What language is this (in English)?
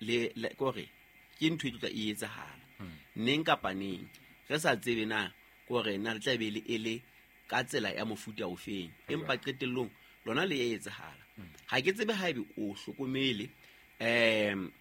Southern Sotho